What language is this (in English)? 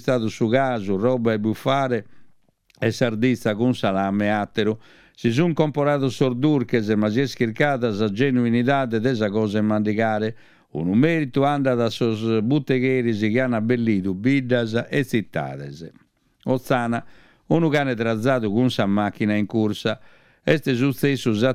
Sardinian